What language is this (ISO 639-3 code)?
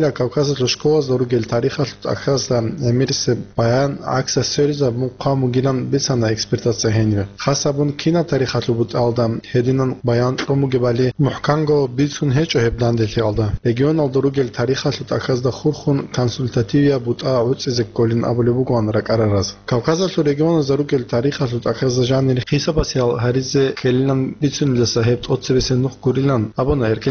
ava